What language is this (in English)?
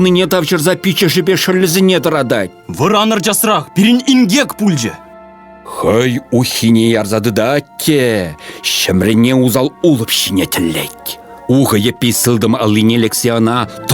Chuvash